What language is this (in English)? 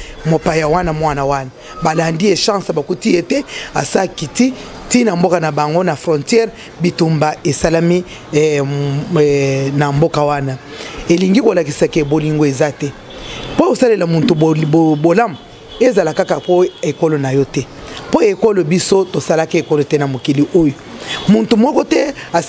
Lingala